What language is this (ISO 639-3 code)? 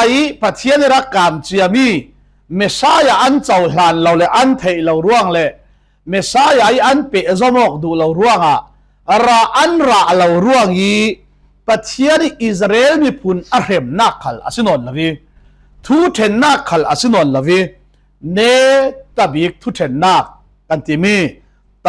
cfm